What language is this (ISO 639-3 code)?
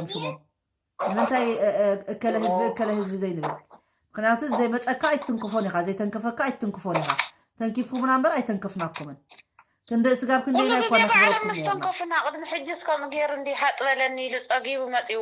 tir